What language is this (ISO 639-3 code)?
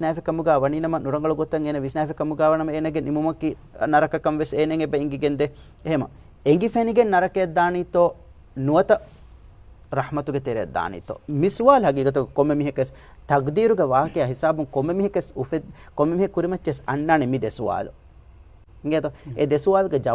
div